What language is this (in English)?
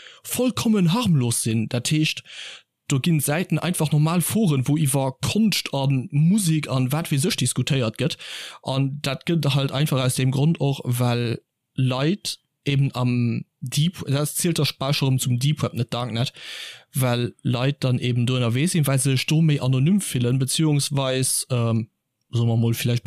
Luxembourgish